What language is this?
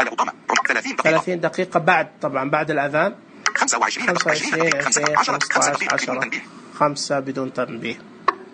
Najdi Arabic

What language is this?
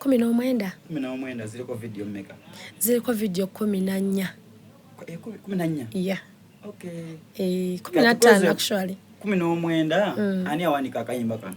Soga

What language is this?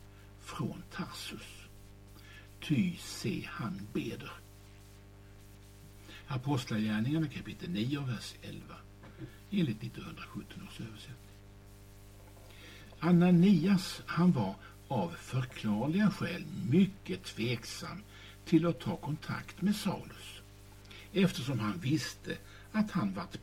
Swedish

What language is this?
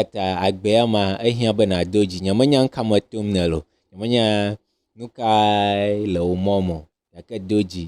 Ewe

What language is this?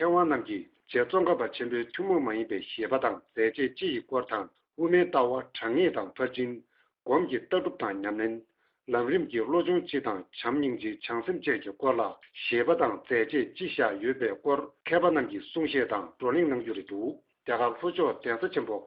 Tibetan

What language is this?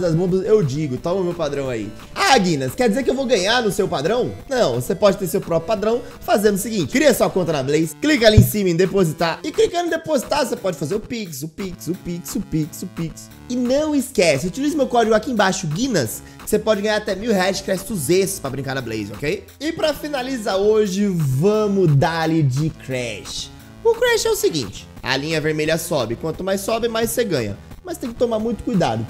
Portuguese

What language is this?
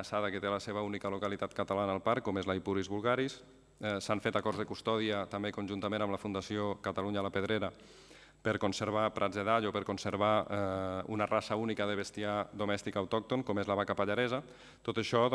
Catalan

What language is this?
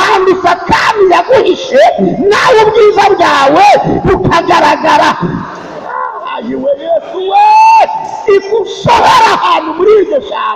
Kinyarwanda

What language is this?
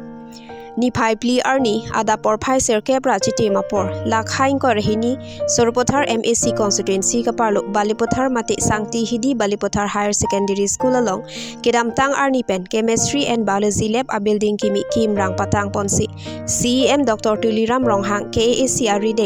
Karbi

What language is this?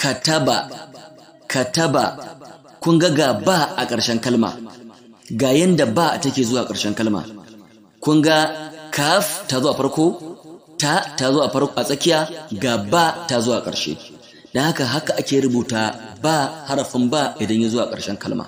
Hausa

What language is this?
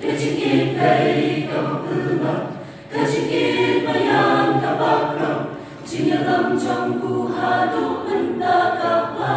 Khasi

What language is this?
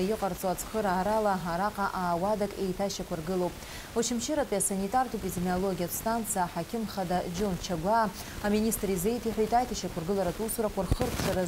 Abkhazian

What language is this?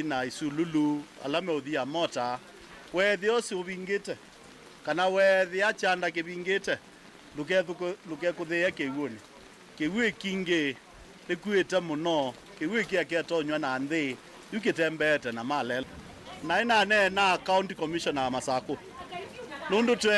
Kamba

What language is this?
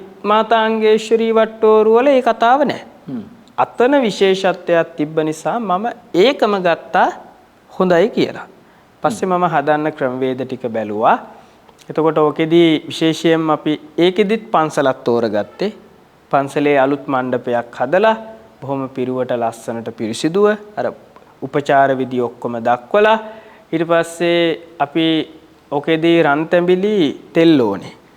Sinhala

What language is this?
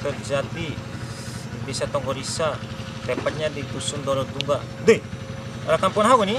Bima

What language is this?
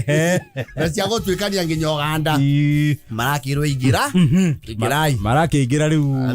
Kikuyu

